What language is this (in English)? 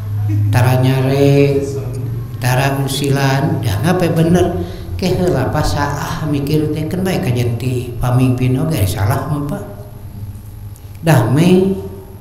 Sundanese